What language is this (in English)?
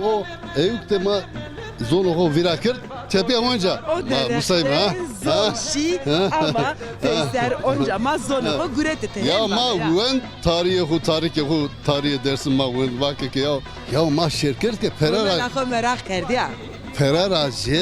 Zaza